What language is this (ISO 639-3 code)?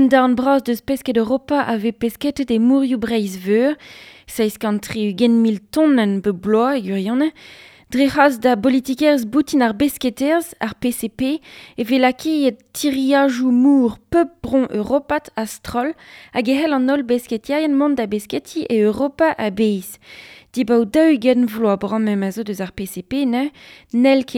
bre